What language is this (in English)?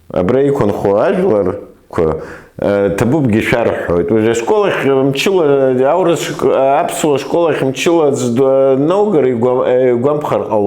Abkhazian